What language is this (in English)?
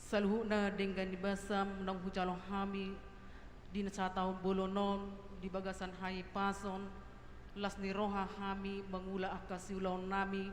Batak Toba